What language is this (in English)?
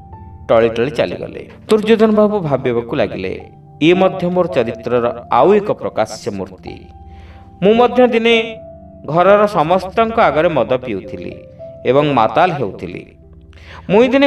Odia